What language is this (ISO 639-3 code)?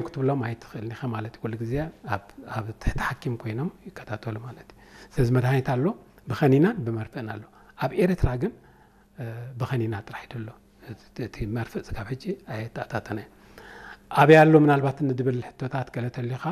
tir